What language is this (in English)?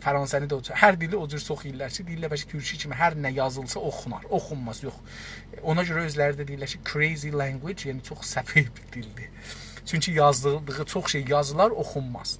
South Azerbaijani